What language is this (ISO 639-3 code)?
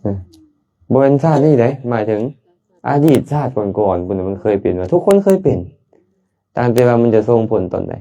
lao